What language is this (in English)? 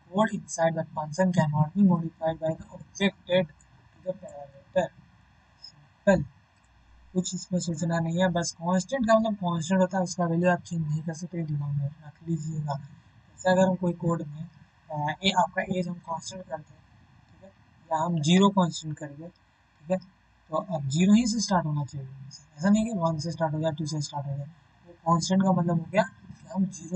Hindi